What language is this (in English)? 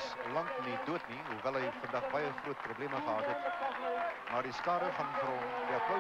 Afrikaans